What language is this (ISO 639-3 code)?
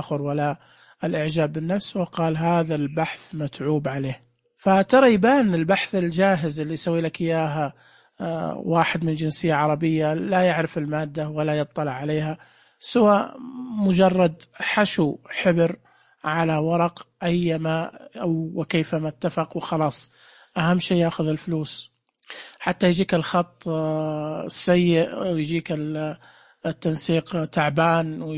ars